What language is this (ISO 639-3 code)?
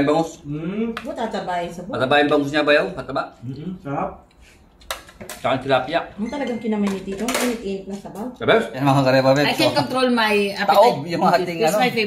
fil